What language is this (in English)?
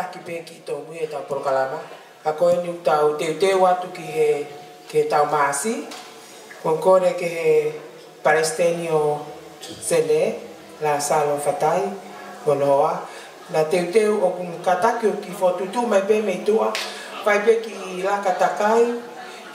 Tongan